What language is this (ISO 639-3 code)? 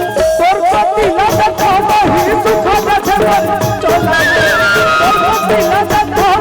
hne